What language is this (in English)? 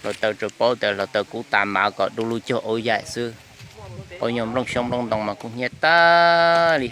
Hmong